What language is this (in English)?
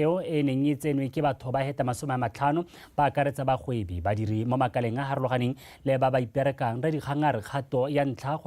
Tswana